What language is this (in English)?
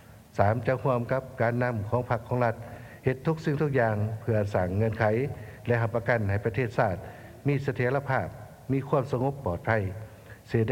Lao